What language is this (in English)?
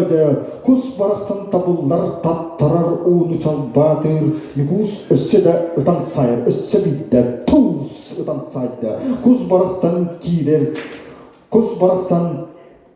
Yakut